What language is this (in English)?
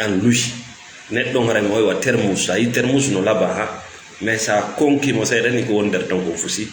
Fula